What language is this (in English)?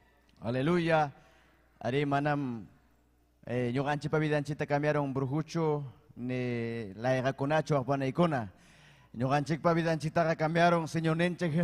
Ayacucho Quechua